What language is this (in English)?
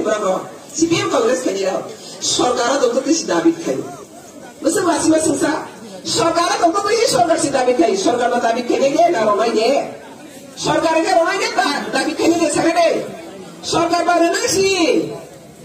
Riang (India)